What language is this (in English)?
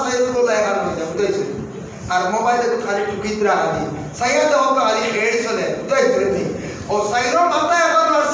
Sylheti